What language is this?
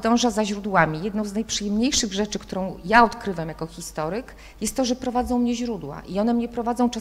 Polish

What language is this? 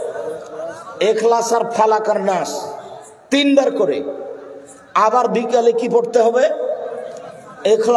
Bangla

